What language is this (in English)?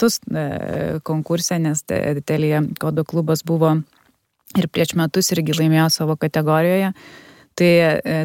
Lithuanian